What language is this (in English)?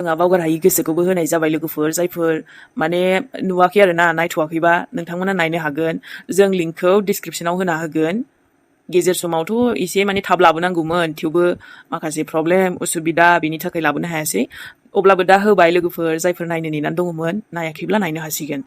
Bodo